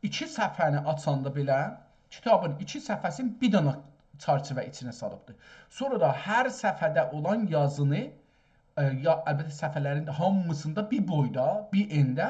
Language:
South Azerbaijani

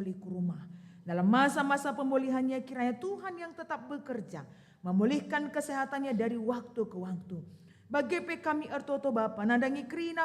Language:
Batak Karo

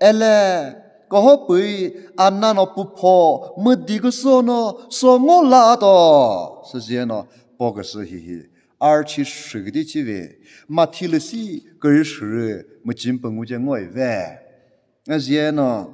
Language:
Chokri Naga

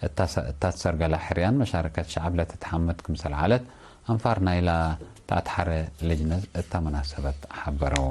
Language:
Tigre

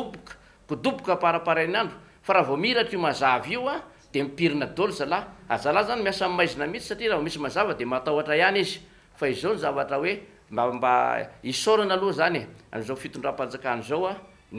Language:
Malagasy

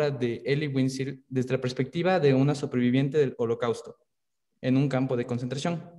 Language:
Spanish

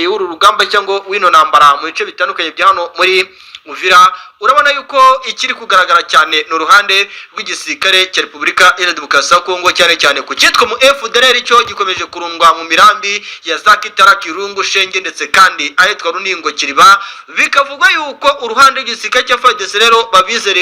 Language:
Kinyarwanda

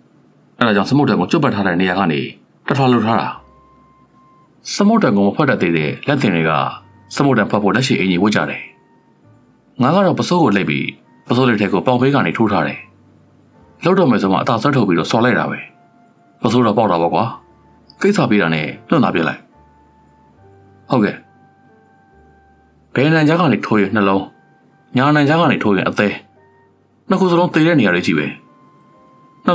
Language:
Burmese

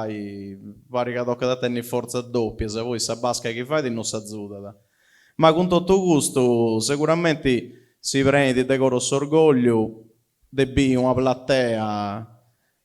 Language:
Sardinian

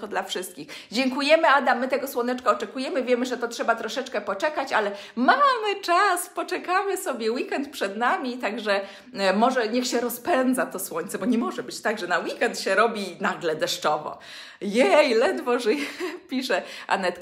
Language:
Polish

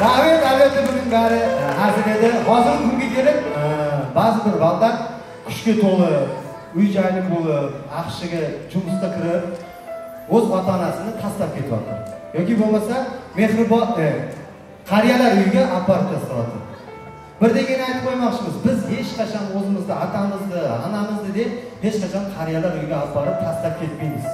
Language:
Kara-Kalpak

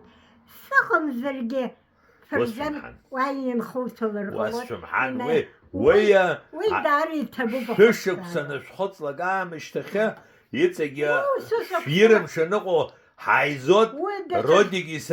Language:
Abkhazian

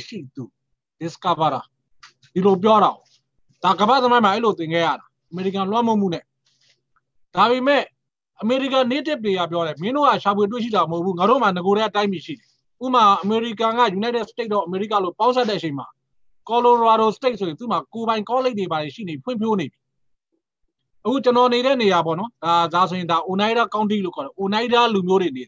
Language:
Burmese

